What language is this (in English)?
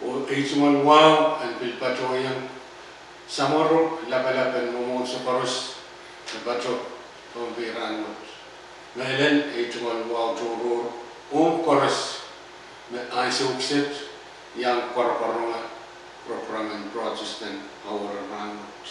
Pohnpeian